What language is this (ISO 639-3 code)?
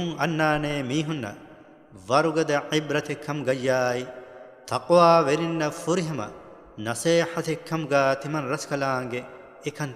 div